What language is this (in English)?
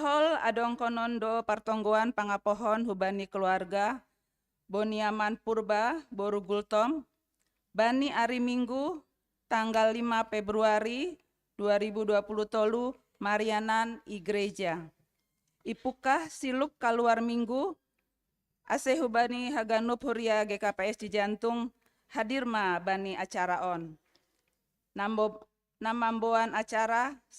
Batak Simalungun